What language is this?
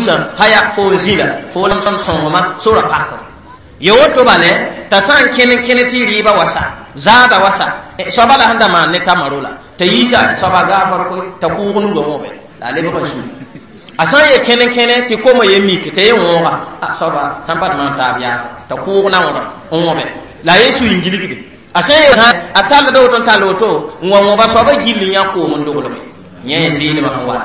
Mossi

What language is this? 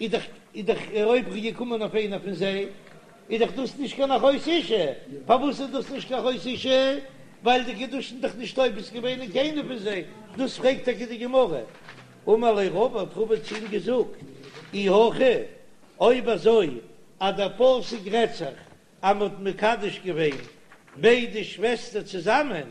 Yiddish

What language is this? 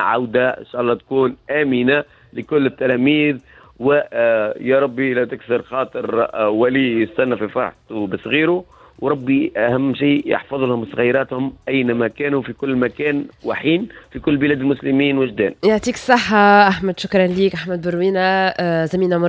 Tunisian Arabic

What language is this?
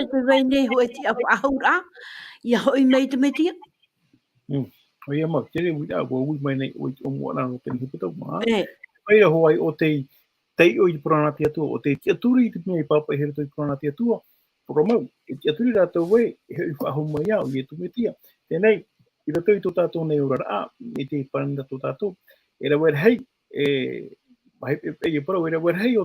Tahitian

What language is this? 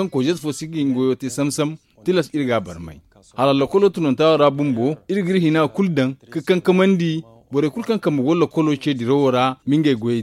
Zarma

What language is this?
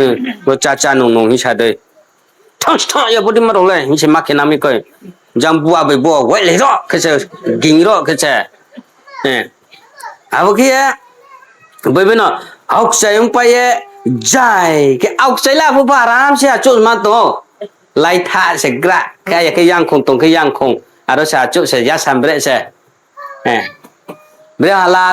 Riang (India)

